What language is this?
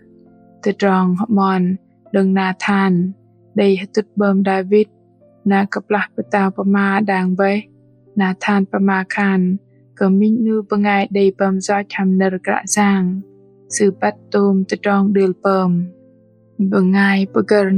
Bahnar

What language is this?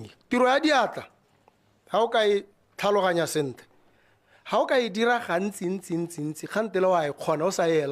Tswana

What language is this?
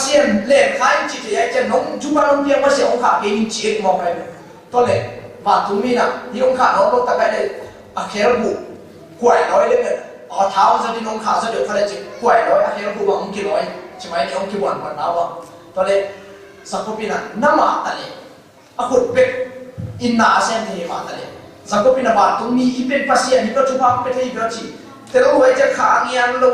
Tedim Chin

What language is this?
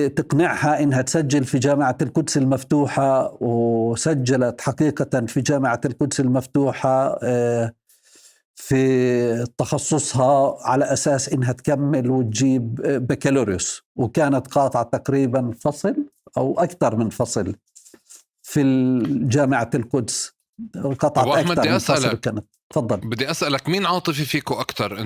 North Levantine Arabic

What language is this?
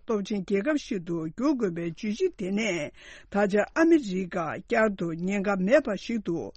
Tibetan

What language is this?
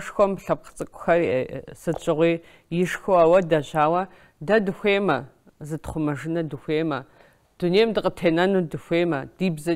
Kabardian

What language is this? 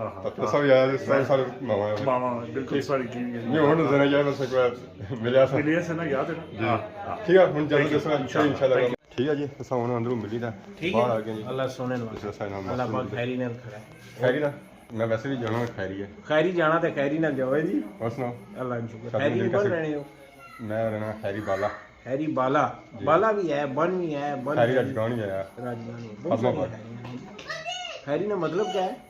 Pahari-Potwari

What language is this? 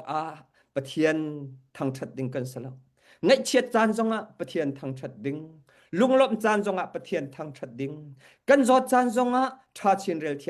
Hakha Chin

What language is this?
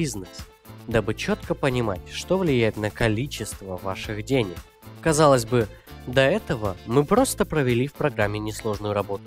Russian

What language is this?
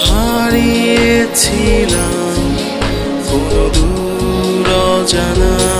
Bangla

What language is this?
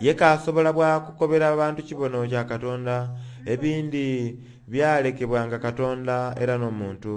Soga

